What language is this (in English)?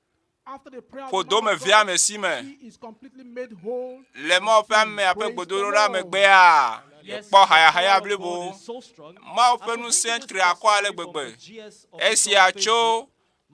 Ewe